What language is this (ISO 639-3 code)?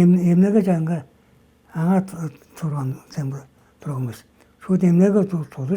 tyv